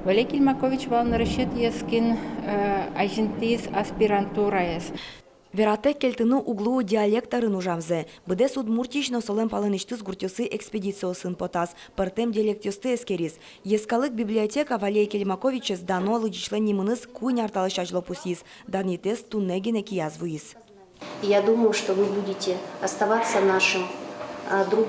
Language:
Udmurt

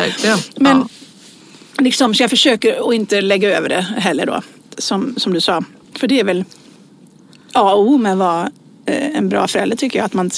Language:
Swedish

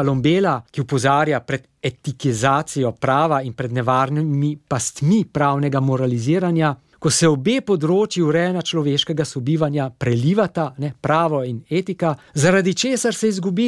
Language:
Slovenian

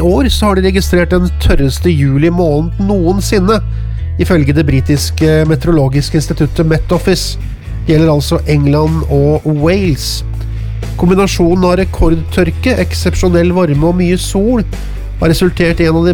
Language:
Norwegian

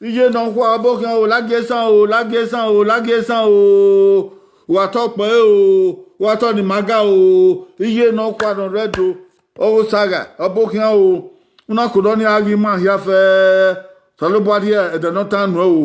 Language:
Bini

